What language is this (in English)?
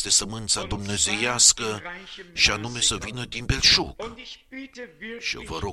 Romanian